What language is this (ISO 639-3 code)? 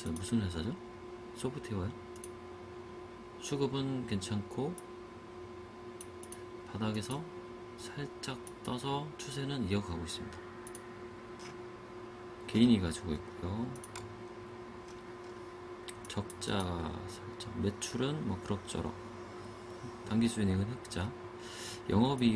kor